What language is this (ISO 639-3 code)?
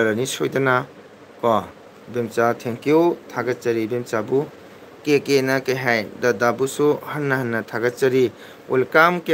mni